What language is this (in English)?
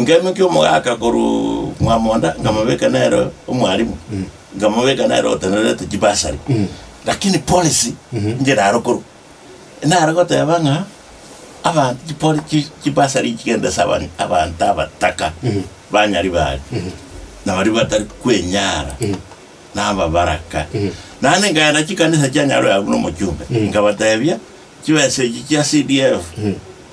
Gusii